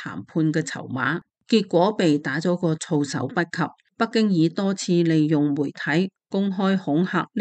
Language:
Cantonese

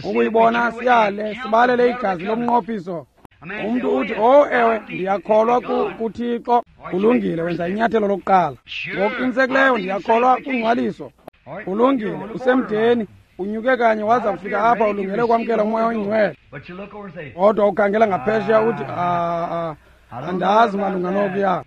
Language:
Xhosa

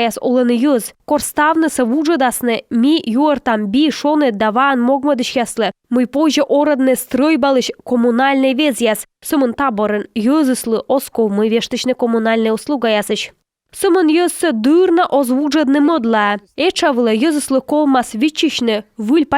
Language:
Komi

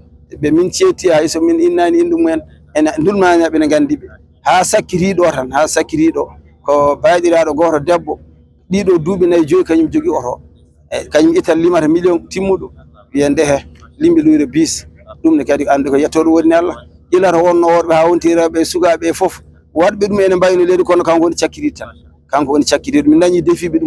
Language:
Fula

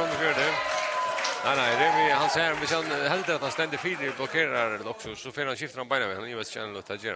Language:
Faroese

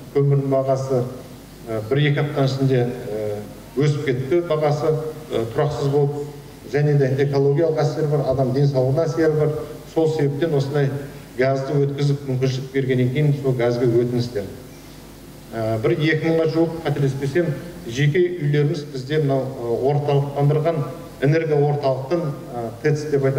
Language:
Kazakh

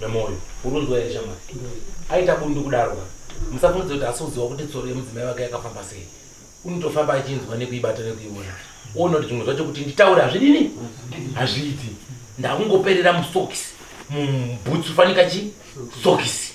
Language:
Shona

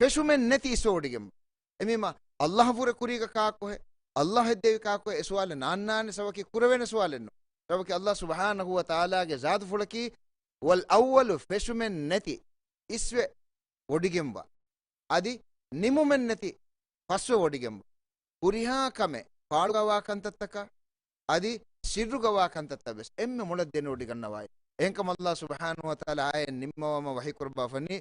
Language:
Divehi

